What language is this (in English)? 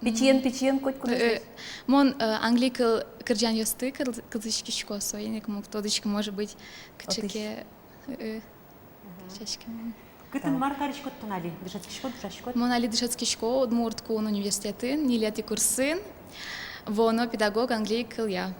Udmurt